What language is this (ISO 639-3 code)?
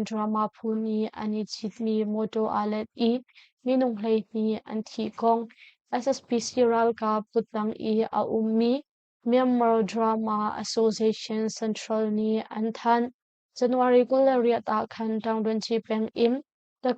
cnh